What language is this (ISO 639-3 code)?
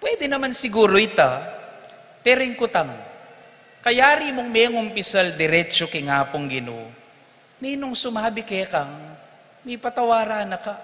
pam